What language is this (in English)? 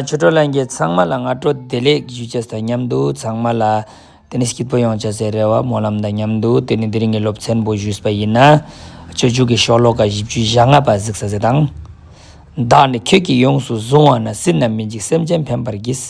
Ladakhi